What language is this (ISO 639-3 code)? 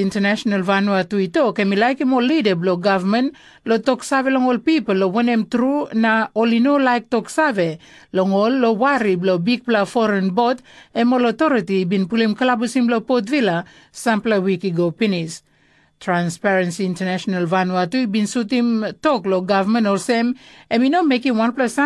tpi